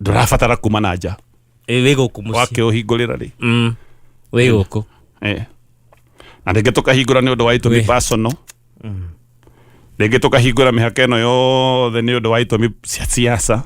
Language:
Kikuyu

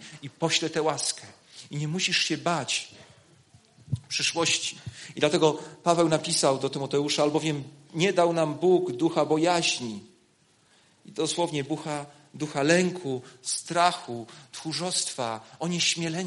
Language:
Polish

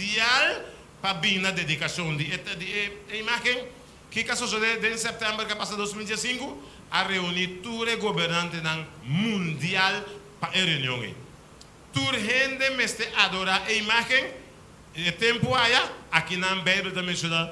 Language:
Papiamento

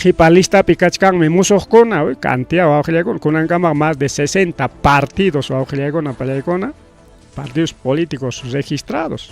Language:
Ayacucho Quechua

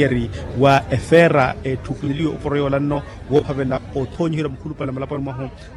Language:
Makhuwa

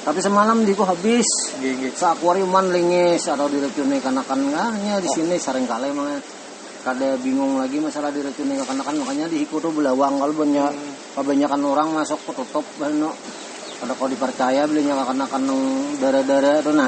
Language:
Banjar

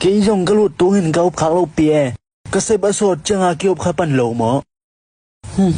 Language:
Tedim Chin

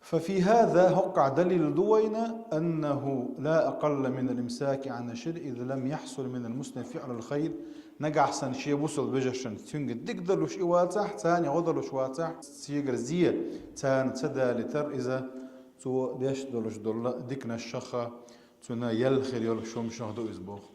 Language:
Chechen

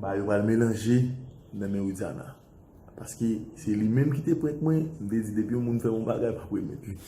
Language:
Haitian Creole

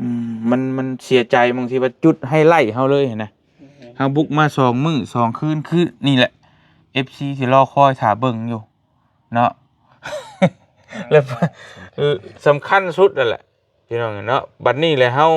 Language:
Lao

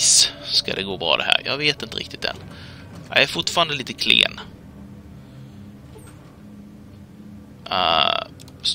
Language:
Swedish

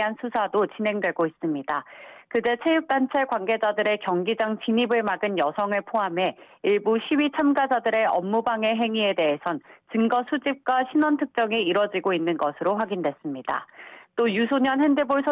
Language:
Korean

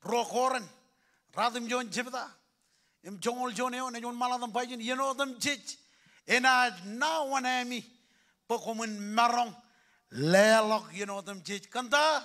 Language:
Marshallese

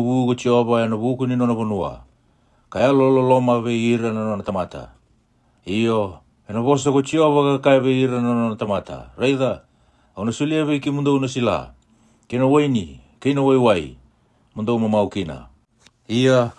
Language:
Fijian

